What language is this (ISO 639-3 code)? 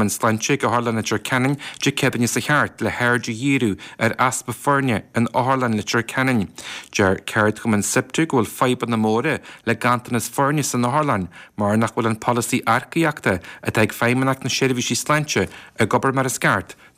gle